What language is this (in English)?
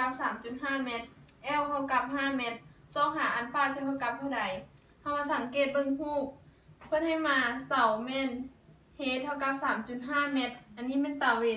Lao